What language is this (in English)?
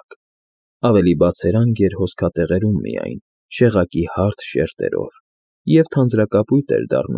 Armenian